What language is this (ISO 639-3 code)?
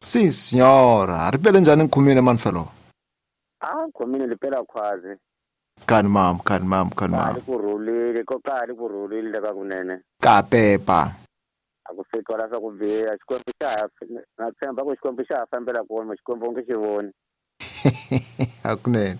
tso